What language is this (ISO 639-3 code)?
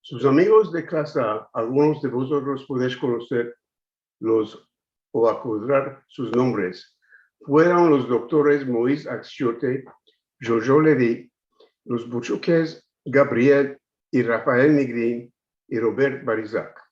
lad